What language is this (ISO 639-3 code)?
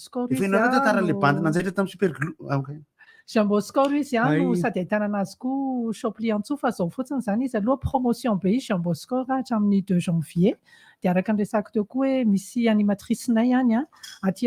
mlg